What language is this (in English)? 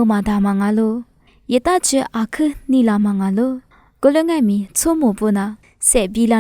Lisu